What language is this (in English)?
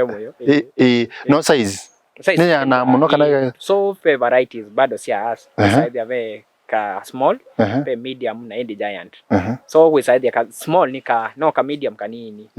Kamba